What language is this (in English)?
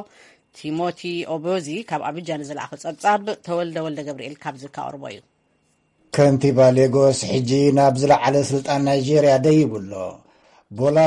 Tigrinya